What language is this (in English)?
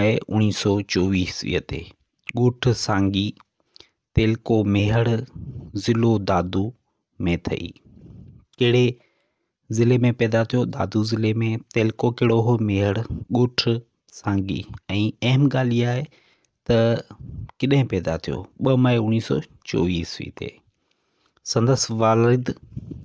Sindhi